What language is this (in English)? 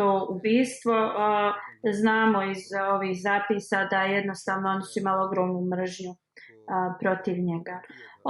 Bosnian